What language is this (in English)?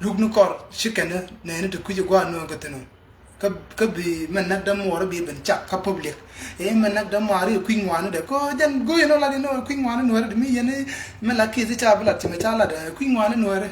Nuer